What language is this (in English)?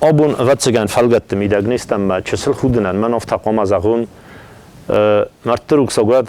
Ossetic